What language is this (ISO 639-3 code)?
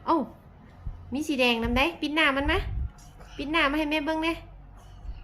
lao